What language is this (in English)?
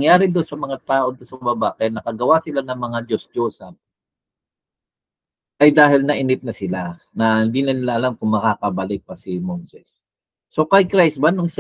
Filipino